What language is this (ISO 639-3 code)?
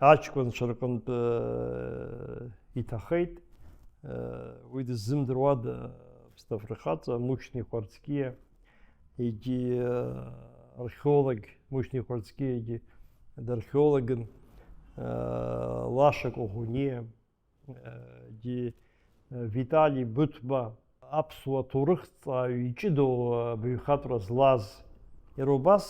abk